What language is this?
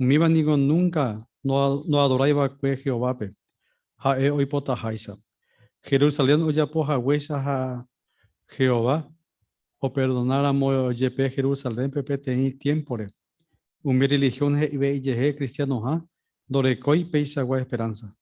Guarani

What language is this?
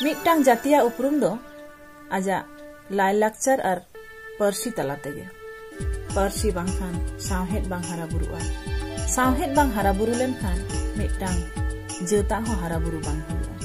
Santali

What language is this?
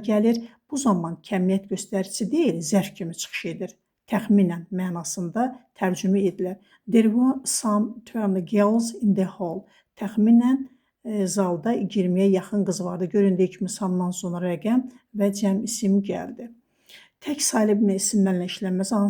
Azerbaijani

